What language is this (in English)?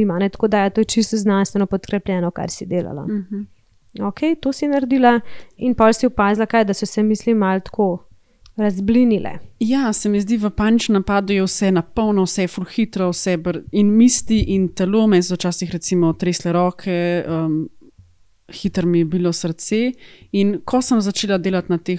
Slovenian